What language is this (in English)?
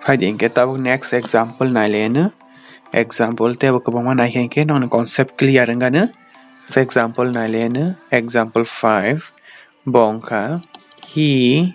Kok Borok